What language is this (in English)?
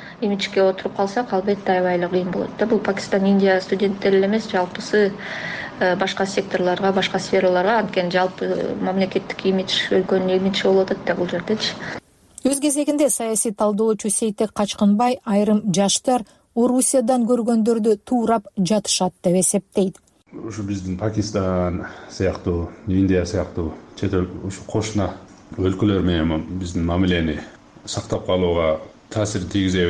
Kyrgyz